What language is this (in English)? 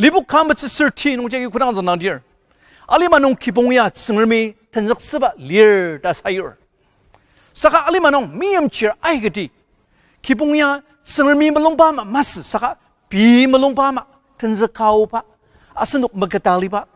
Ao Naga